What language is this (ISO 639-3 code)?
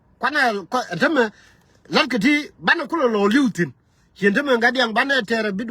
nus